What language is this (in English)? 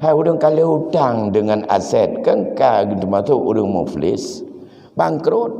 Achinese